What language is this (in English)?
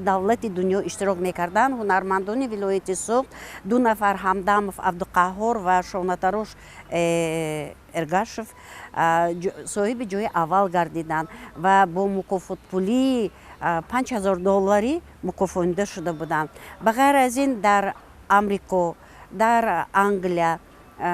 Tajik